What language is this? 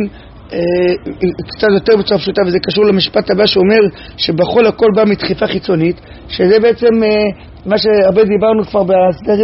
Hebrew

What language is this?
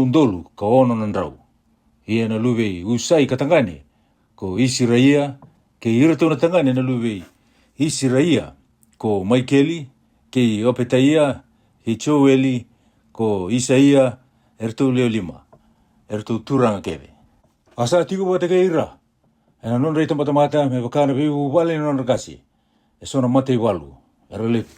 Fijian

